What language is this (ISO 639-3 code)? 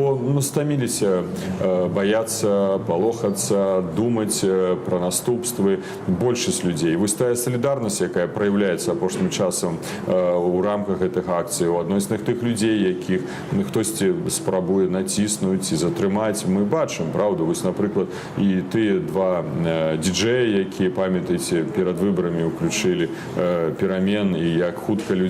bel